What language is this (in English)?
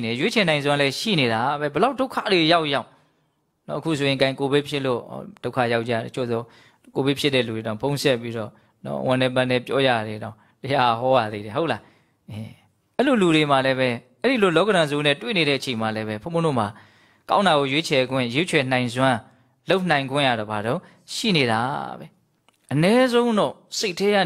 Burmese